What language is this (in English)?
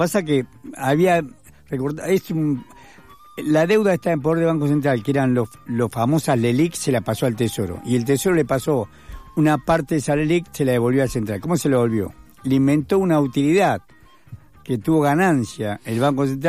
Spanish